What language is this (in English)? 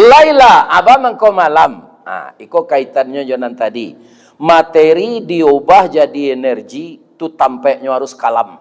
Minangkabau